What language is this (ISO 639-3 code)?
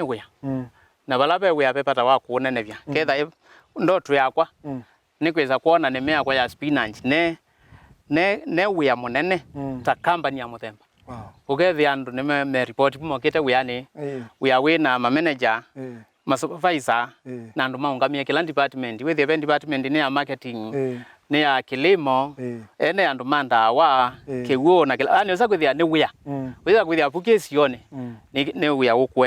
kam